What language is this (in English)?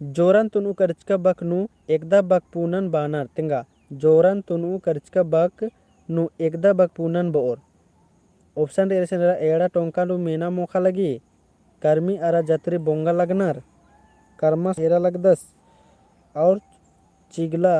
Kurukh